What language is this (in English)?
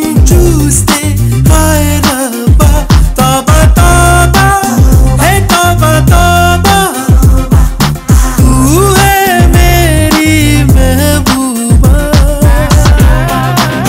Telugu